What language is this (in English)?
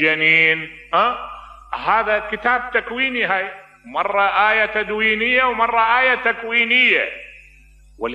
Mesopotamian Arabic